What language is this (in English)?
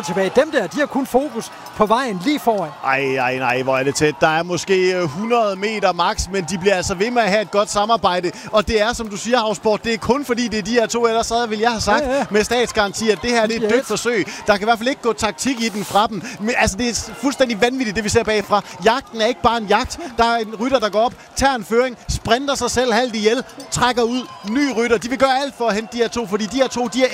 Danish